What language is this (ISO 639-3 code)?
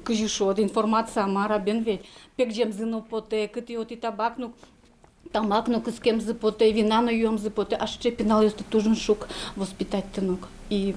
udm